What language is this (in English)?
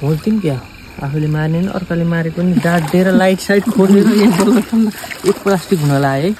Nepali